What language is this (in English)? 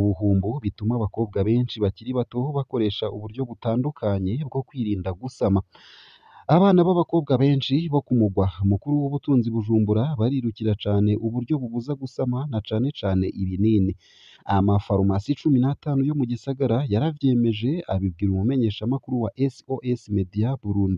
Rundi